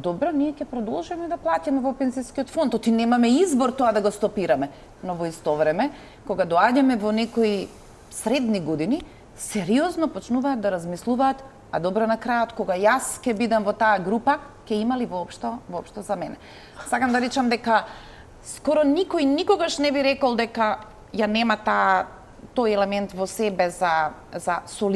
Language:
Macedonian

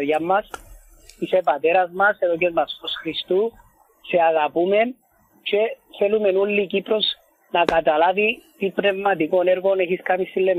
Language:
Greek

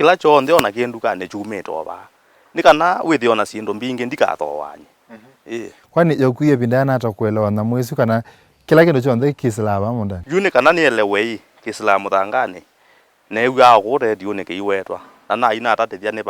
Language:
Kamba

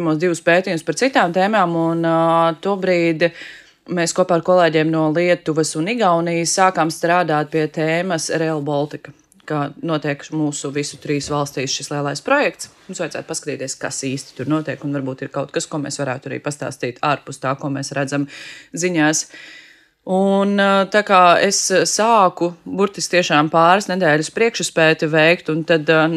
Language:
Latvian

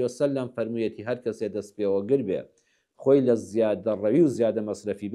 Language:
Central Kurdish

